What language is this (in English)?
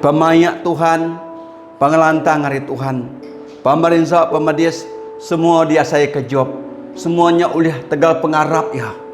Iban